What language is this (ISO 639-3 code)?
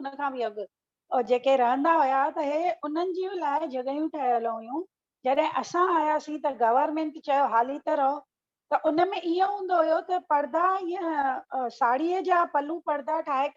snd